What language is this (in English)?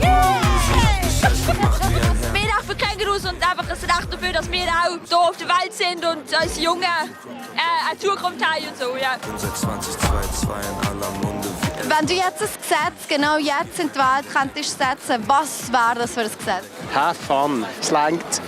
Swiss German